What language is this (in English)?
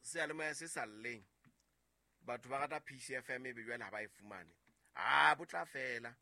Southern Sotho